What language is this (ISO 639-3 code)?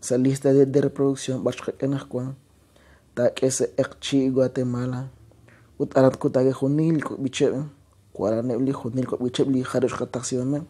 kek